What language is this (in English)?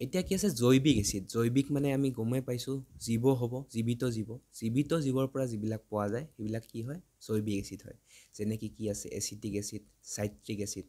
Assamese